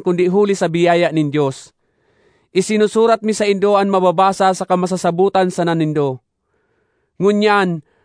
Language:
Bikol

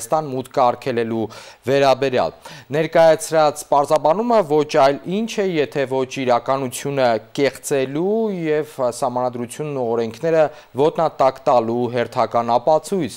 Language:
Armenian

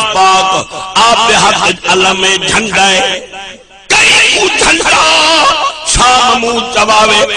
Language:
Saraiki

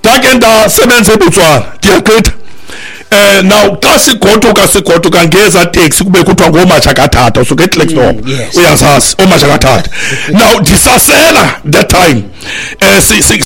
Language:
Xhosa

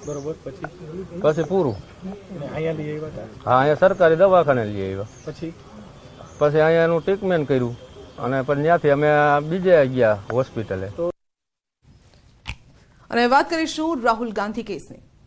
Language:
Gujarati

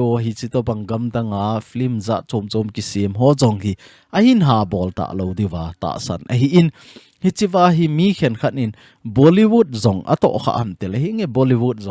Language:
Thado Chin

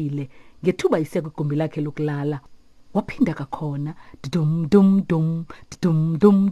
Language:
Xhosa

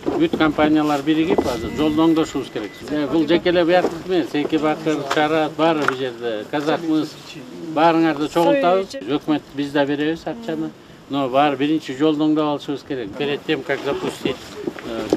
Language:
Kyrgyz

